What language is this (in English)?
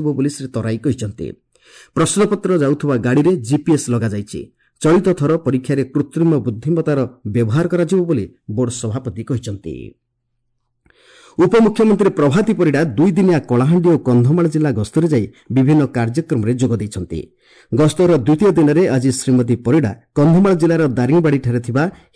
Odia